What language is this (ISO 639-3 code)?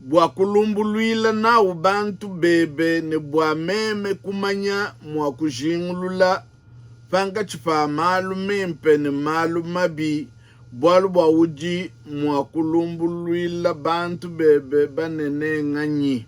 lua